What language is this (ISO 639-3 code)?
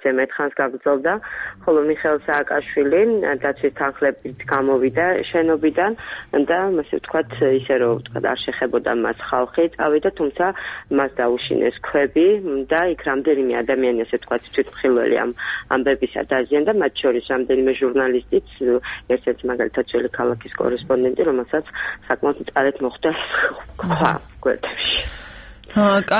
kat